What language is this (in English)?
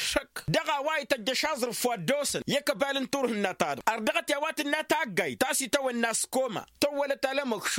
Tamasheq